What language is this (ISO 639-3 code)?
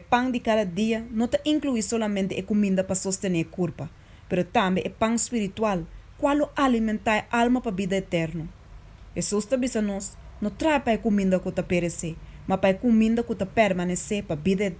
pap